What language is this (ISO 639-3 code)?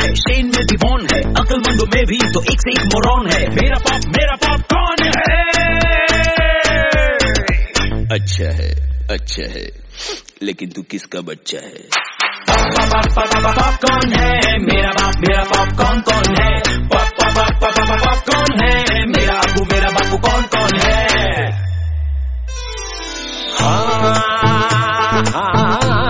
hin